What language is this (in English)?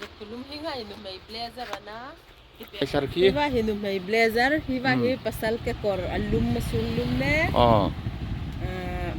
Hmar